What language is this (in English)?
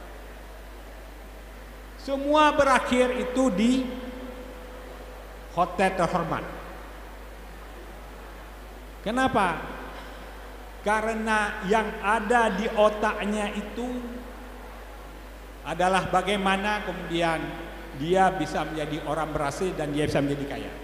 Indonesian